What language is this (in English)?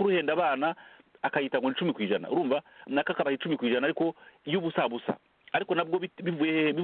Kinyarwanda